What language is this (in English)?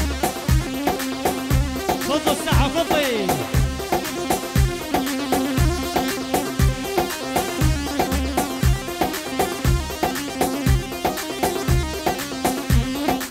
South Levantine Arabic